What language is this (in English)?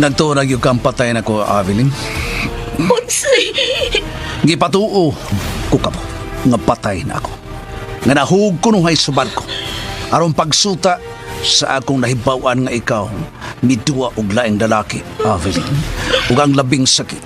Cebuano